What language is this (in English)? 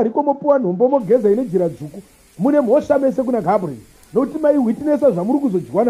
Shona